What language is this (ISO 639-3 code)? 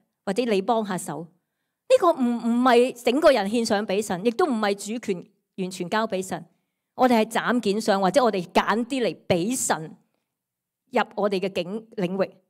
yue